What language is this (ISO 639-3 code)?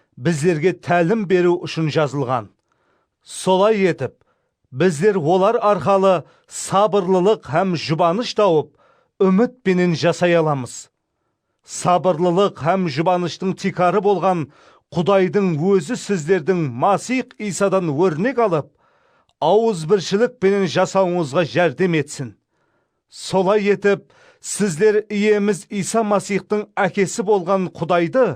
kaa